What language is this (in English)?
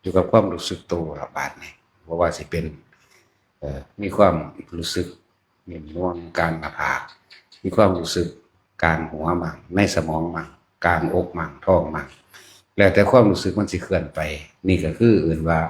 Northeastern Thai